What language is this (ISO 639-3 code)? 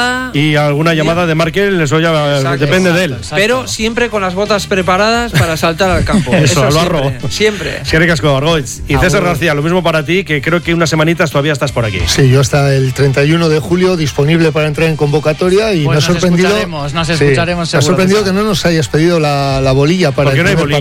spa